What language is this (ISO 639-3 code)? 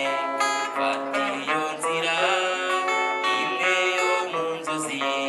kin